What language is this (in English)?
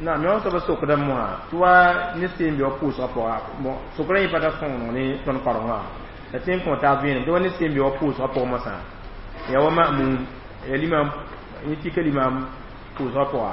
Mossi